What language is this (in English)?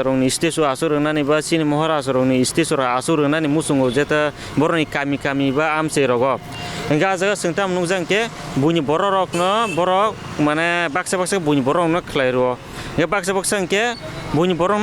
Kok Borok